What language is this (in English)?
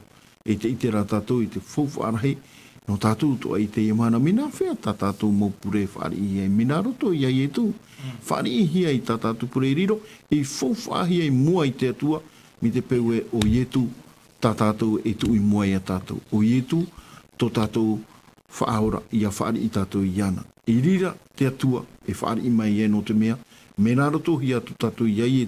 Tahitian